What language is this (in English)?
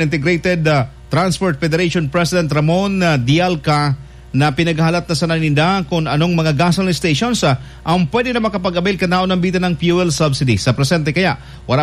Bikol